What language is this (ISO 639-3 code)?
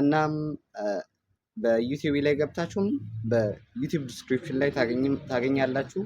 amh